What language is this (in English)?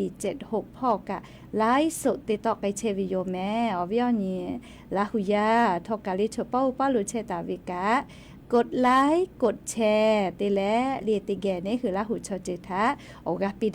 Lahu